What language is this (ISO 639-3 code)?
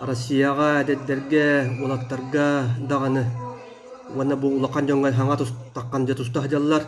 sah